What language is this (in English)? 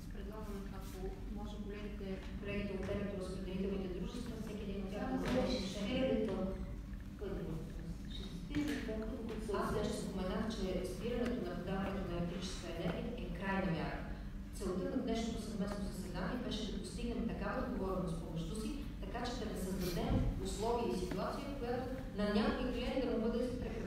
Bulgarian